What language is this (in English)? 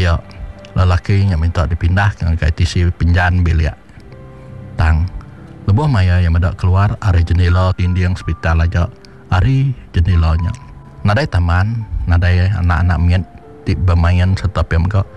Iban